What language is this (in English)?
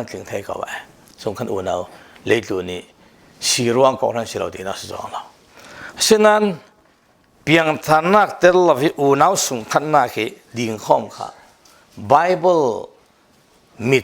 Falam Chin